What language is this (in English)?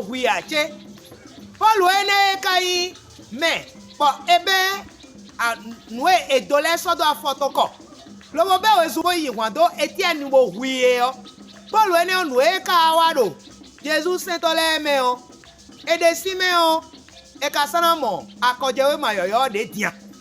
Fon